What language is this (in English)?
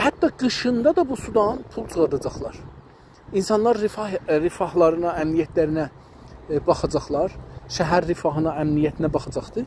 South Azerbaijani